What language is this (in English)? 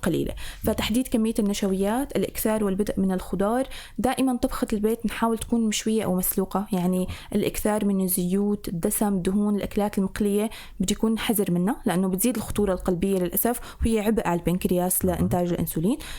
North Levantine Arabic